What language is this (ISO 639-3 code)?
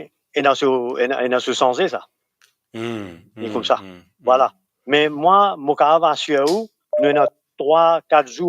mfe